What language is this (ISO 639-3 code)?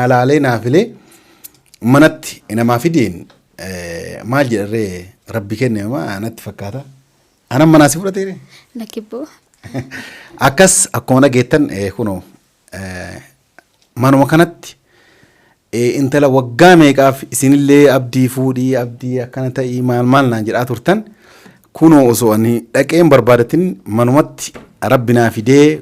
orm